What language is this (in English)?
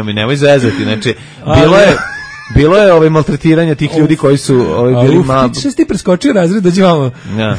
Serbian